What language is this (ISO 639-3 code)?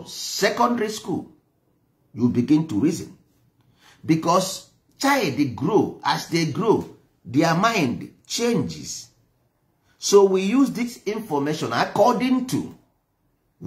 ibo